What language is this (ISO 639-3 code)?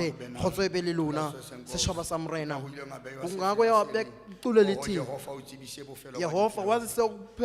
sot